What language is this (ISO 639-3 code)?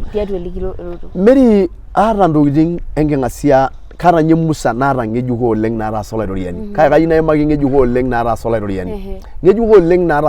mas